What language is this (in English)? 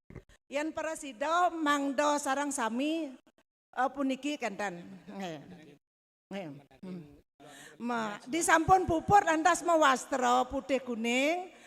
Balinese